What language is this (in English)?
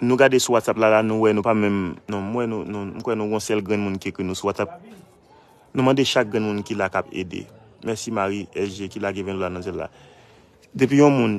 Haitian Creole